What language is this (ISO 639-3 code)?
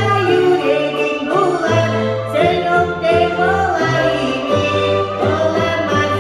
kum